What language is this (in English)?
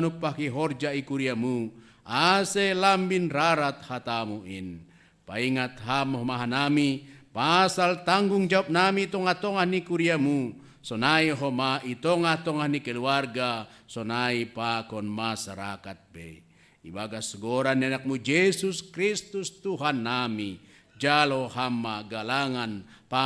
Batak Simalungun